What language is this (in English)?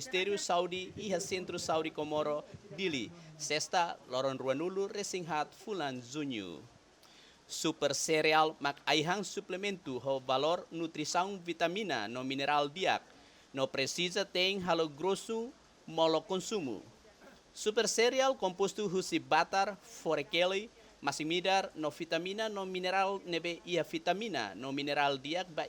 Tetum